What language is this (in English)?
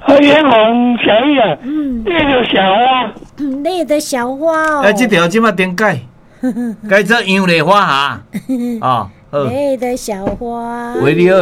Min Nan Chinese